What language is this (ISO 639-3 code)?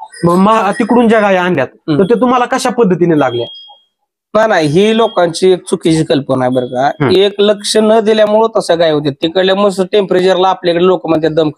mar